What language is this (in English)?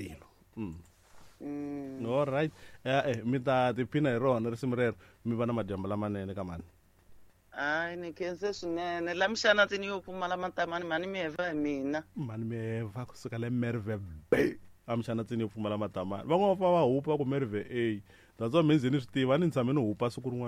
Tsonga